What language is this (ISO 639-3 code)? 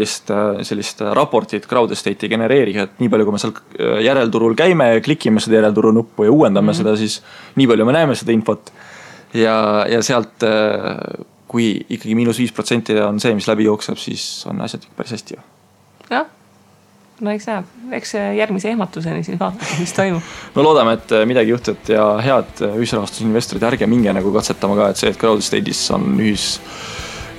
est